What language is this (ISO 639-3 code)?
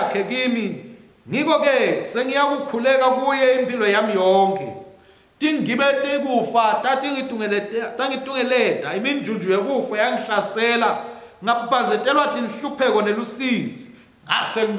ssw